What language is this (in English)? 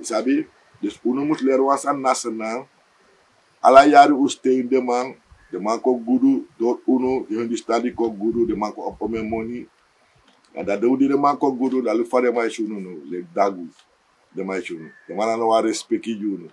Sranan Tongo